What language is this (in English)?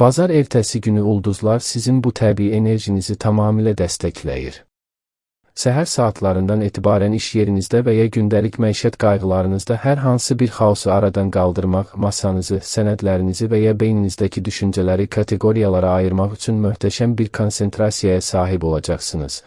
Azerbaijani